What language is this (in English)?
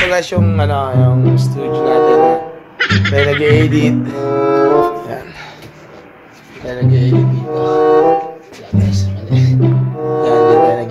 Filipino